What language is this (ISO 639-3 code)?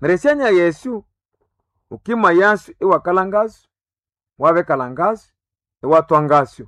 nnb